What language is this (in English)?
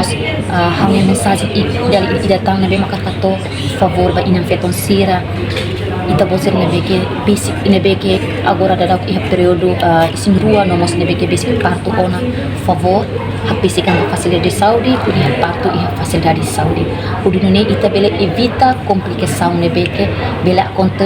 Tetum